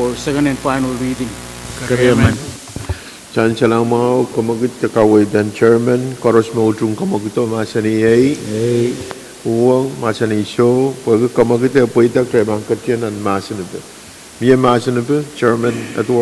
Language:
Pohnpeian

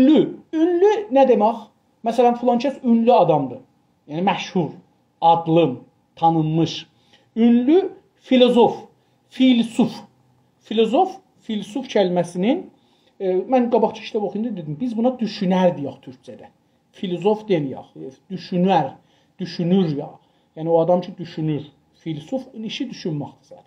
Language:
South Azerbaijani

